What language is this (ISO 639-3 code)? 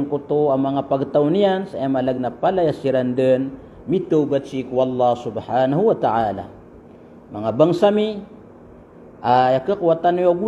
mrw